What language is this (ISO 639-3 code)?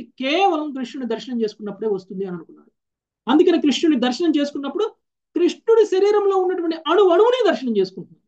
tel